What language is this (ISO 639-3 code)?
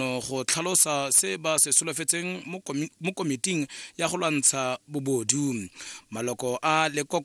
tsn